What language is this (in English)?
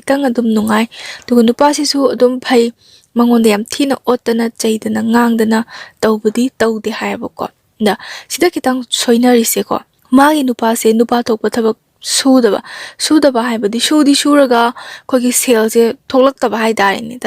Manipuri